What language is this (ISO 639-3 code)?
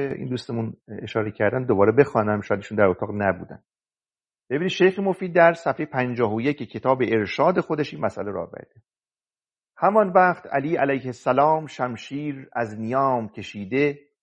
fas